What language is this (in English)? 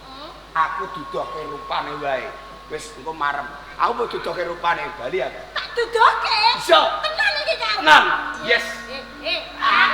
Javanese